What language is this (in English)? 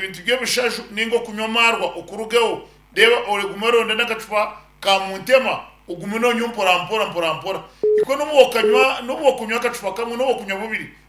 Nyankole